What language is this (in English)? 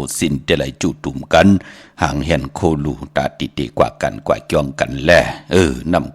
Shan